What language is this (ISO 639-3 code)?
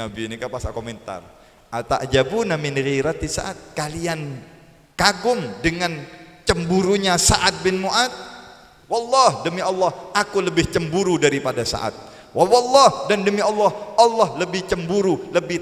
mad